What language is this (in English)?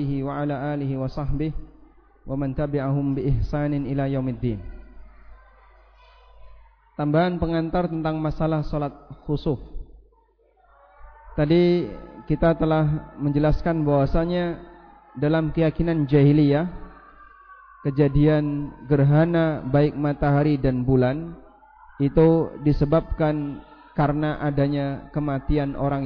Indonesian